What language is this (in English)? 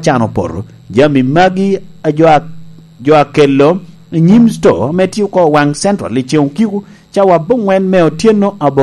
Lango (Uganda)